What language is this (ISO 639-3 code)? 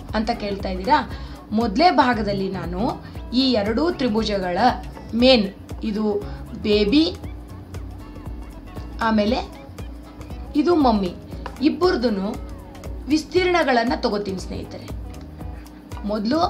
kan